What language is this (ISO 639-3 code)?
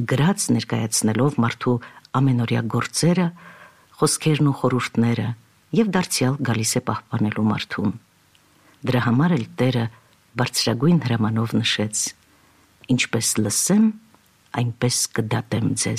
hye